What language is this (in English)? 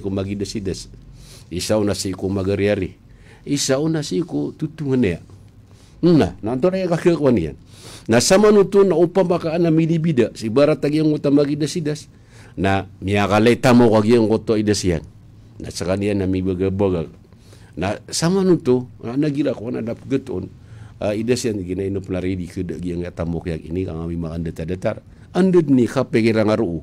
Maranao